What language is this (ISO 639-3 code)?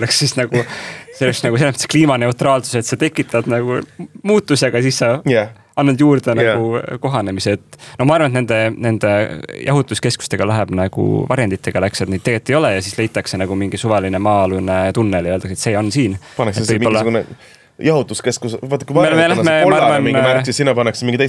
est